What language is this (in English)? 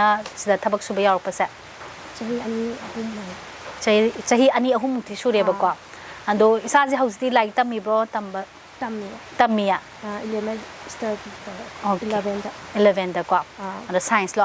Manipuri